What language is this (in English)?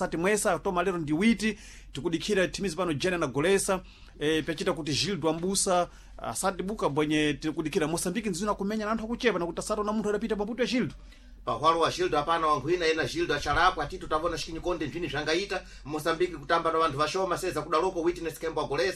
Sena